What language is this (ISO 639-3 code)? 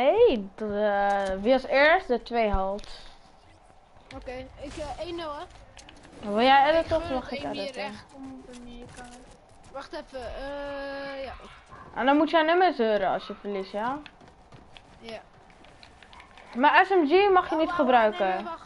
nld